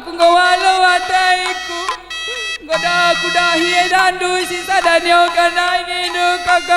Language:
Batak Karo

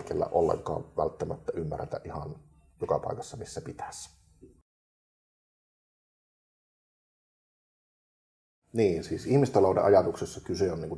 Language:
Finnish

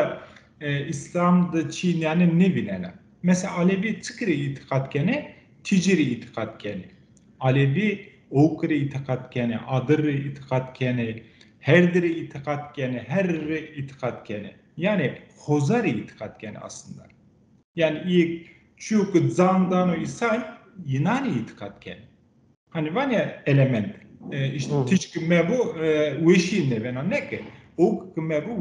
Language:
Zaza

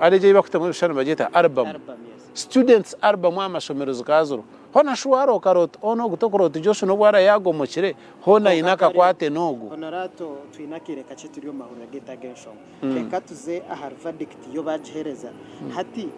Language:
Nyankole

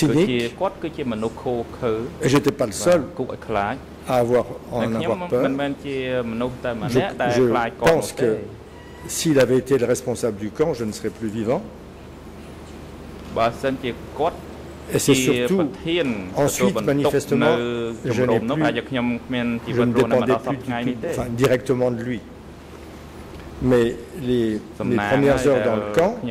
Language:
French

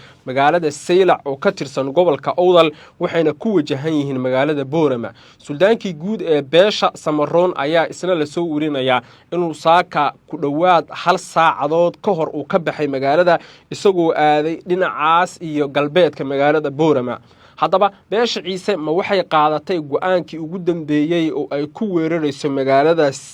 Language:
Somali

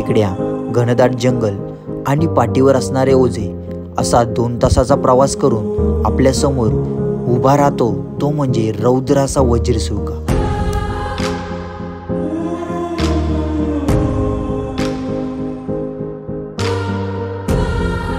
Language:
Marathi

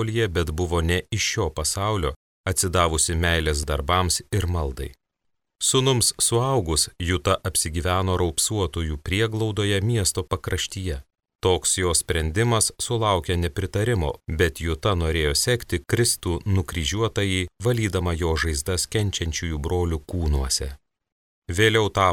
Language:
Lithuanian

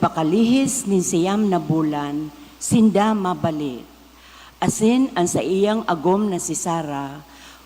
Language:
Bikol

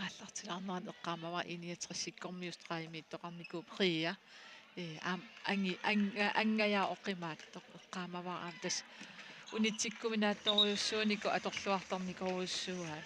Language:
Kalaallisut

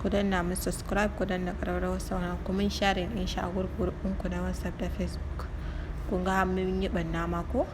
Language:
Hausa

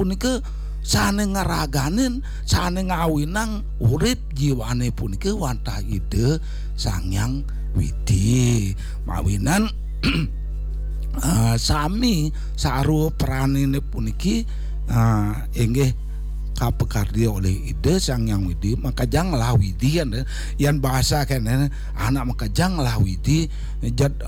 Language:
Balinese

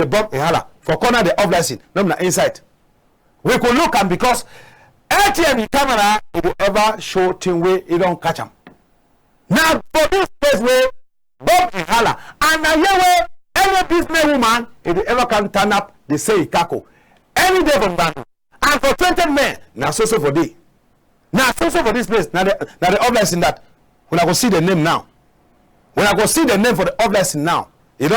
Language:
Cameroon Pidgin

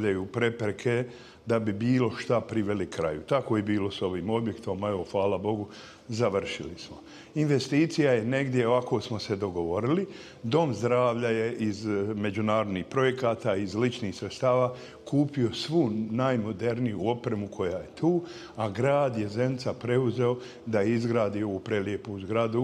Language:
Bosnian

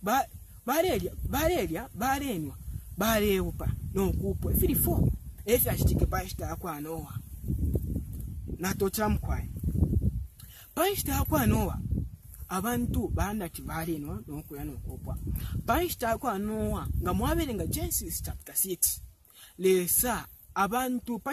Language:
Bemba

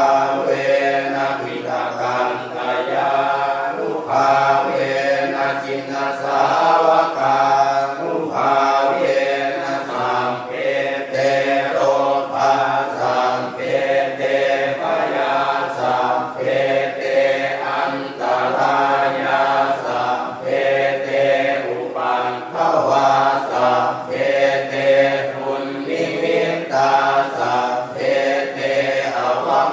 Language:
Pali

